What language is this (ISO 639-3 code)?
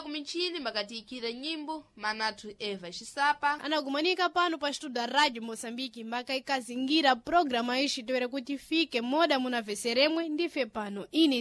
seh